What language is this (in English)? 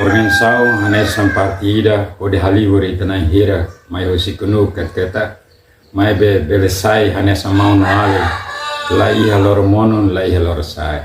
Tetum